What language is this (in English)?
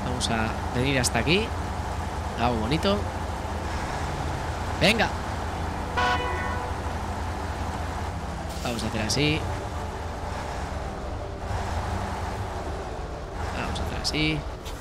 Spanish